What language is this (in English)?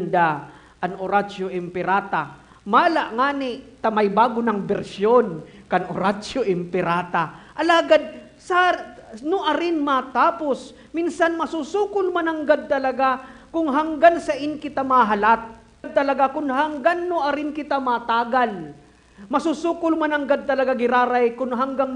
Bikol